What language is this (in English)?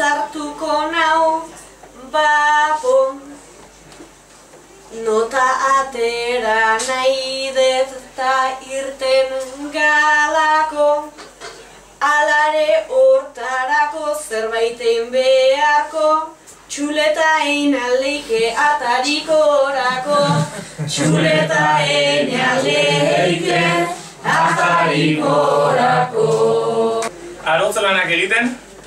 Basque